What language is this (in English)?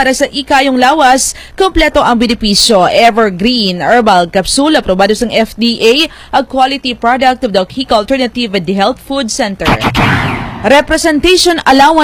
Hiligaynon